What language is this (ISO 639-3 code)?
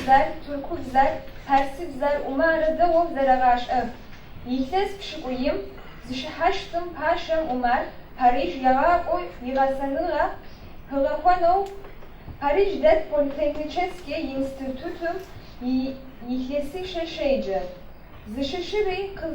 ady